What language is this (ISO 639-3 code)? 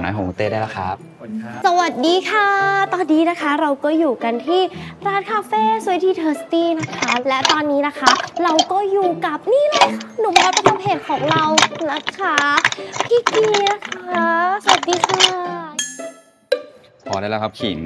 tha